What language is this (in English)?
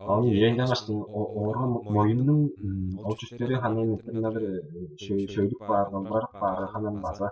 Tuvinian